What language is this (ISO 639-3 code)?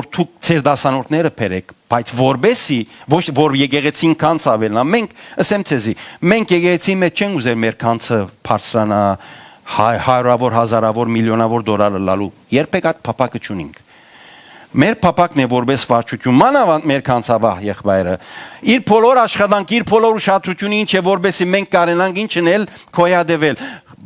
hyw